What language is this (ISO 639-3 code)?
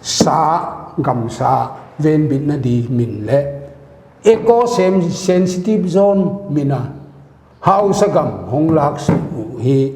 pck